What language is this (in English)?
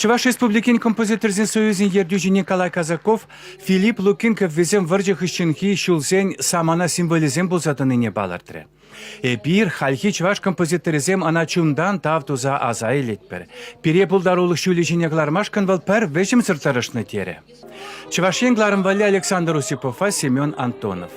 Chuvash